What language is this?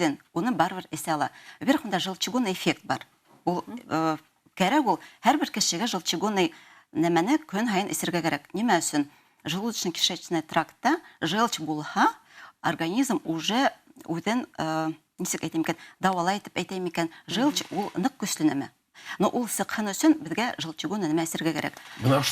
Bashkir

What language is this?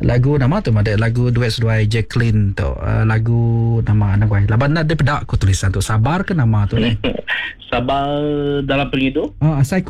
Iban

